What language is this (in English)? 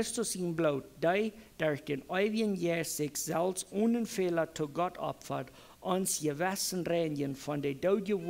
Plautdietsch